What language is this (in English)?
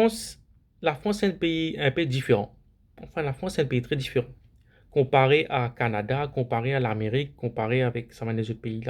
Morisyen